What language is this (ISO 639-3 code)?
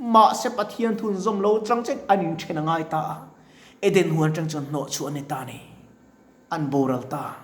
lus